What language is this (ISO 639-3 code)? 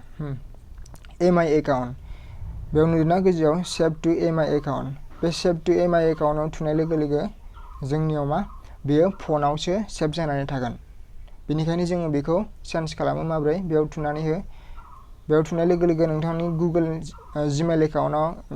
brx